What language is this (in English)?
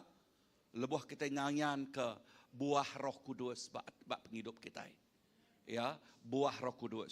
Iban